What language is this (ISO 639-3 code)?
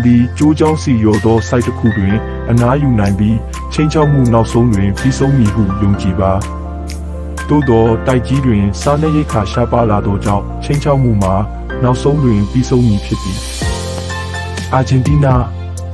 mya